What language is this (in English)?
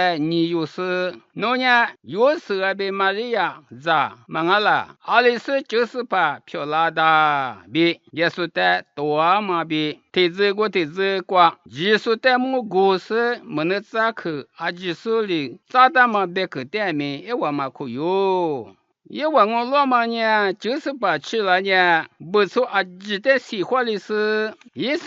Lisu